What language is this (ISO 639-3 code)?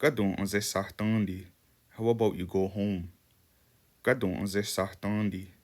moh